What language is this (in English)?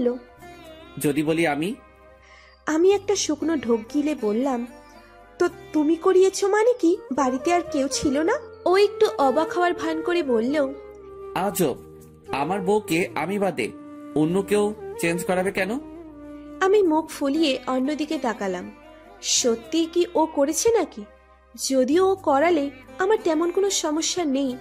Bangla